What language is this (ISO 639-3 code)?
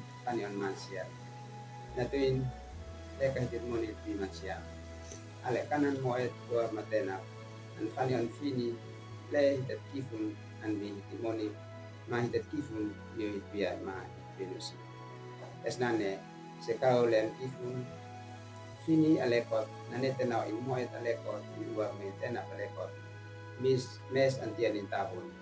aoz